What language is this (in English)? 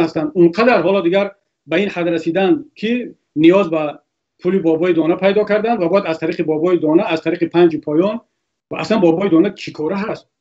Tajik